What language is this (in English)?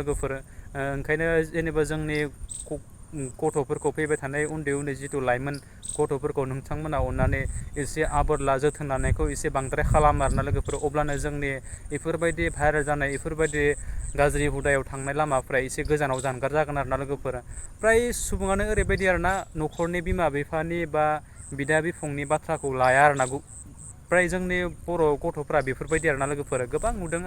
Bodo